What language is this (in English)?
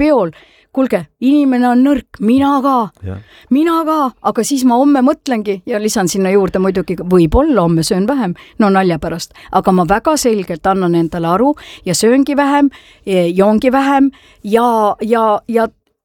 Estonian